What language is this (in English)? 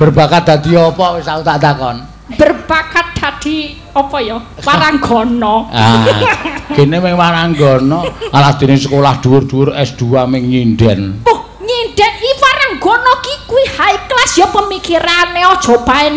Javanese